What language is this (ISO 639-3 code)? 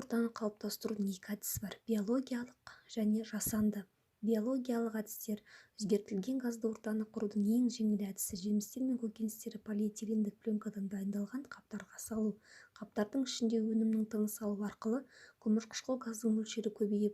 kaz